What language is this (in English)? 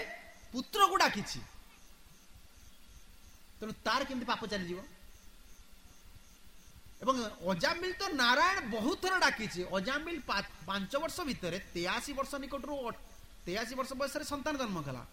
Odia